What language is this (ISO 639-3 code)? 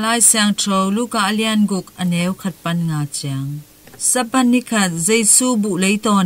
ctd